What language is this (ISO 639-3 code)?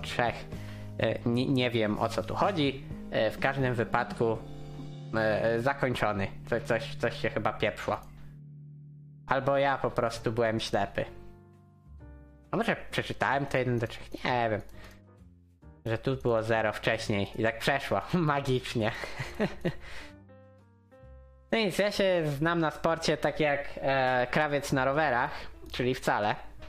pol